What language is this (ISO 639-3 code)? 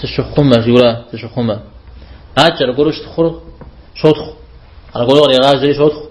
kbd